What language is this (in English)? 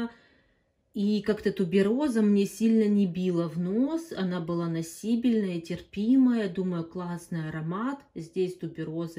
Russian